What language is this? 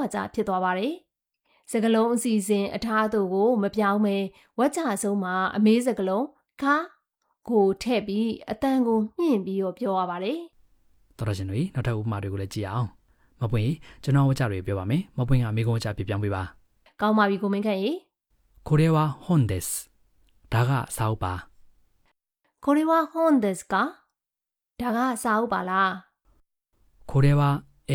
Burmese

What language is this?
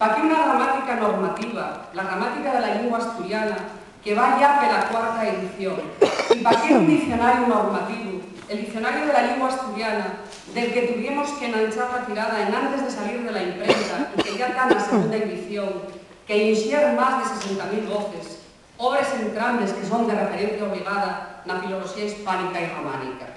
Asturian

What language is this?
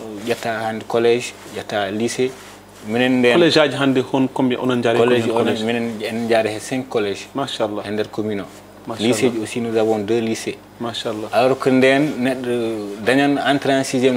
Fula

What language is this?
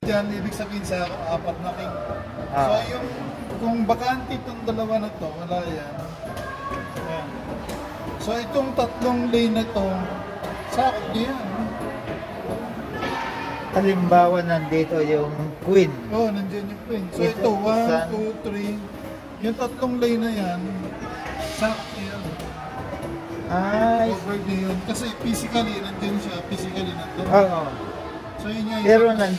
Filipino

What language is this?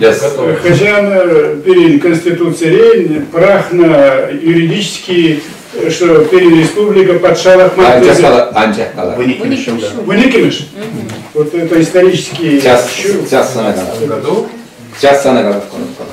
Chuvash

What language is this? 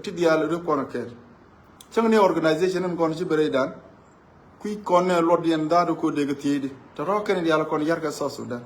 Nuer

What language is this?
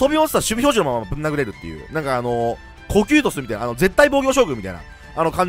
Japanese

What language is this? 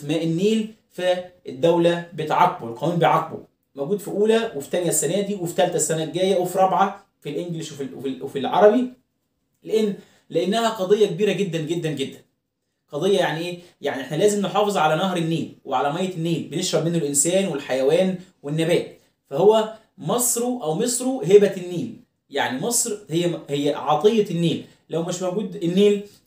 Egyptian Arabic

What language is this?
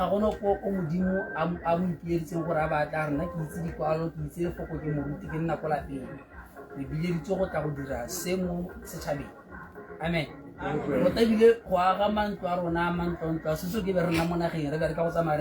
Tswana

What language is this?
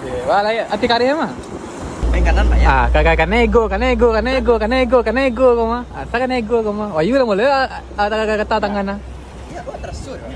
Minangkabau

